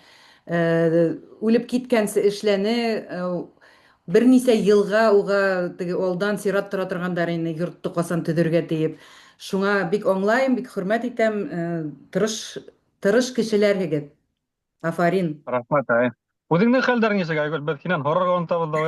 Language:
Bashkir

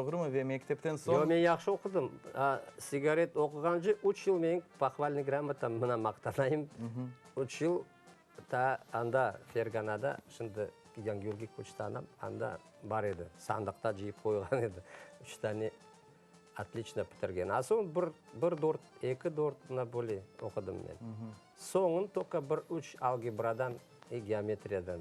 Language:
Crimean Tatar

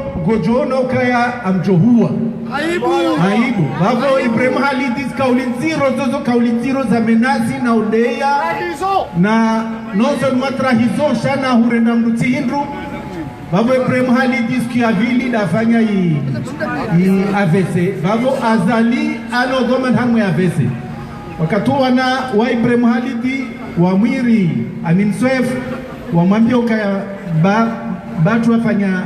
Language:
Ngazidja Comorian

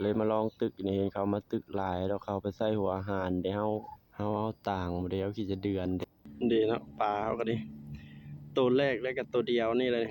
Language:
Lao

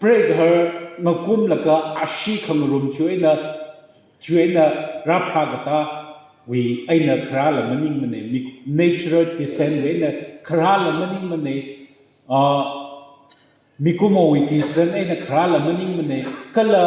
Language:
Tangkhul Naga (India)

